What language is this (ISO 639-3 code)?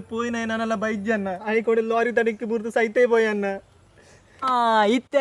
tcy